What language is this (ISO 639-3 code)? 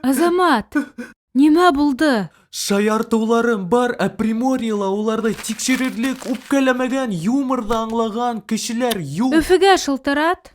bak